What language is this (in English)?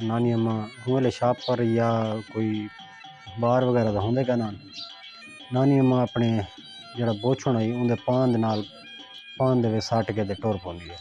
Saraiki